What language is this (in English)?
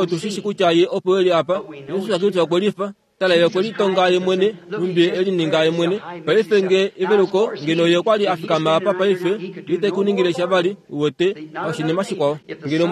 Kuanyama